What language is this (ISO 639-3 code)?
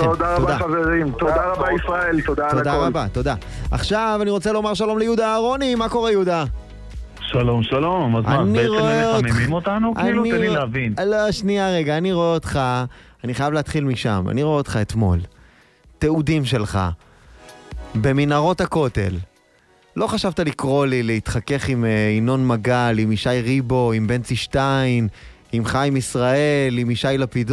heb